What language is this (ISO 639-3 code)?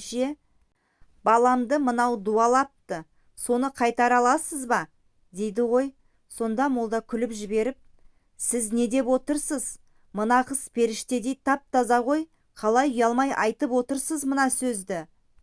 kaz